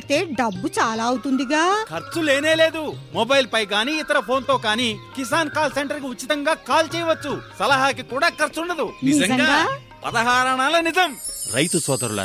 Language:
Telugu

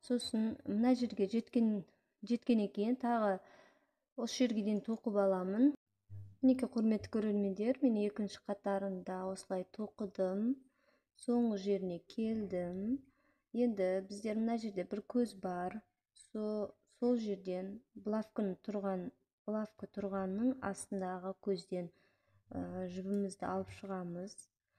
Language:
Kazakh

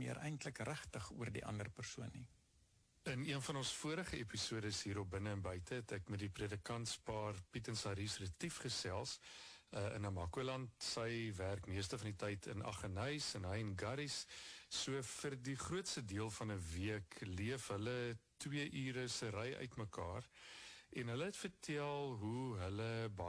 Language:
Afrikaans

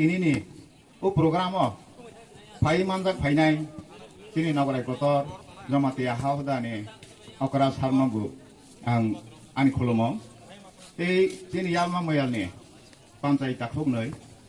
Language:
Kok Borok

